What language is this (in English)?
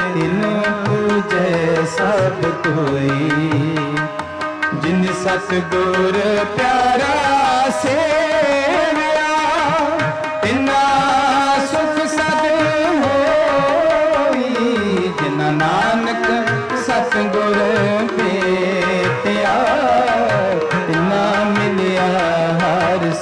Punjabi